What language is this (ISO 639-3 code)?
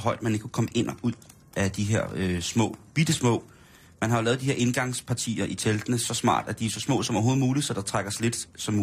dan